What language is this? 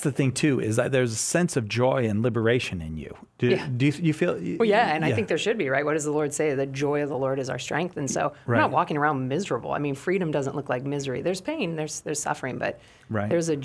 English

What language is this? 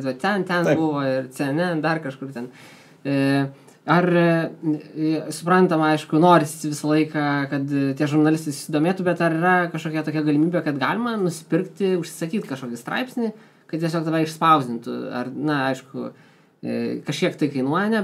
Lithuanian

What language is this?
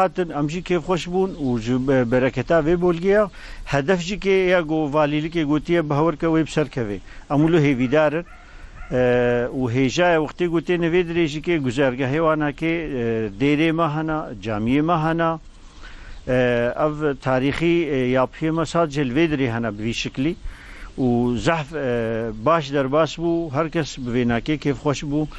Kurdish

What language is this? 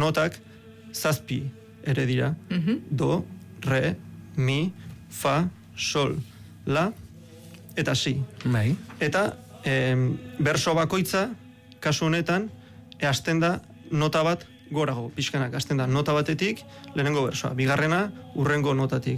Basque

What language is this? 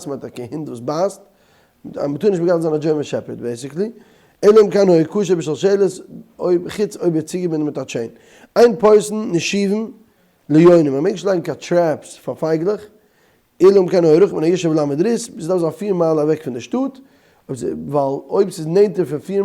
Yiddish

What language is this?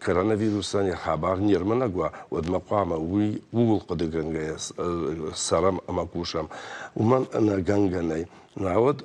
Ossetic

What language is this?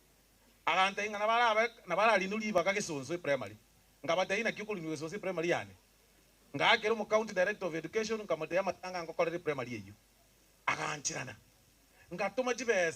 Gusii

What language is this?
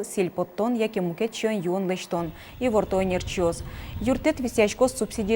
Udmurt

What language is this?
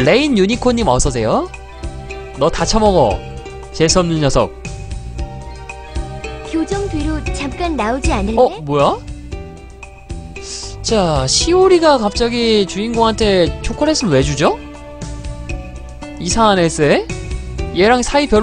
Korean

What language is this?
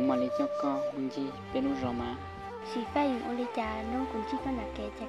Hmong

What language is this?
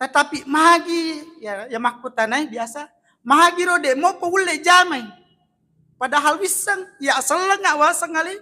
Buginese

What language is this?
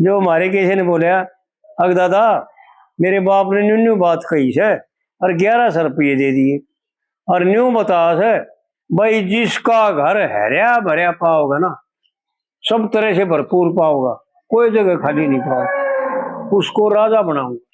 Haryanvi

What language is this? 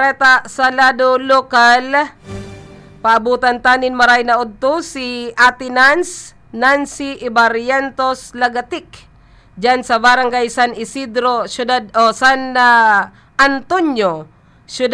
Bikol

